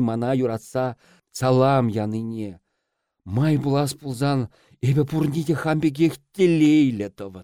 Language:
Chuvash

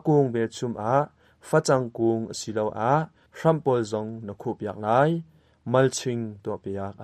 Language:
Hakha Chin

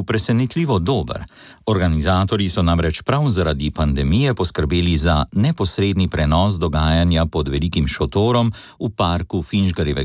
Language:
Slovenian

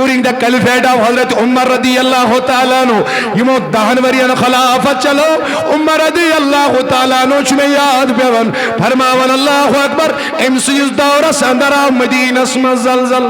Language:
Kashmiri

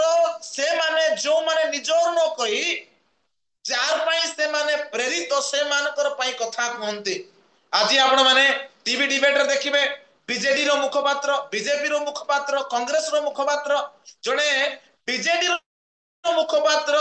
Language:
Odia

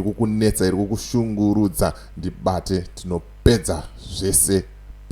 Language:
Shona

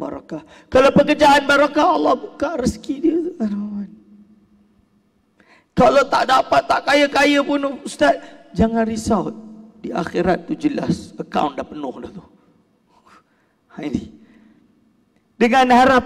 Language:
Malay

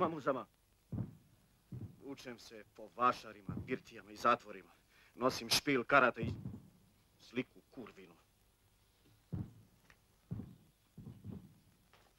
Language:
Serbian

